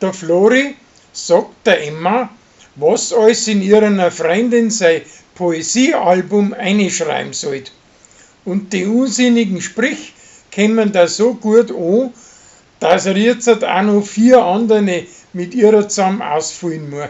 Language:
Bavarian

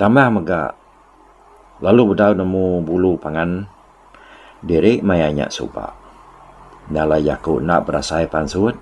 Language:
Iban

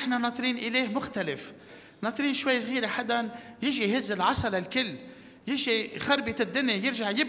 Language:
North Levantine Arabic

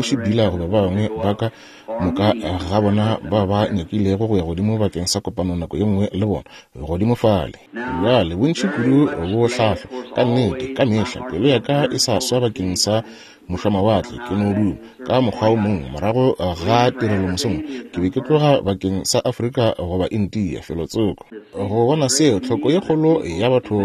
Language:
Northern Sotho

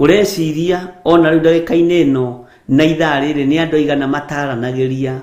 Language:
Kikuyu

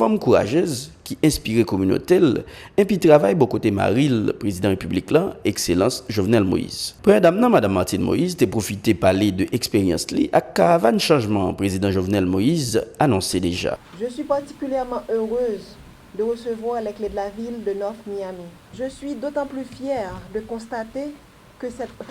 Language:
Haitian Creole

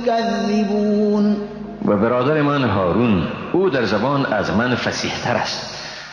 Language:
Persian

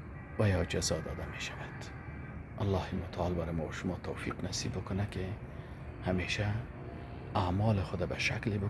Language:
Persian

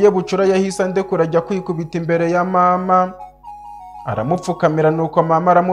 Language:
Kinyarwanda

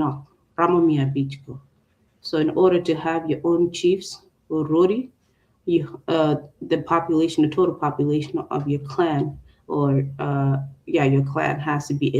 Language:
Acoli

